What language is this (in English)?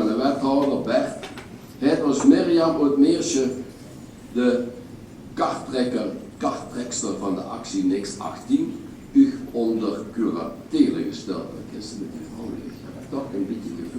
Limburgish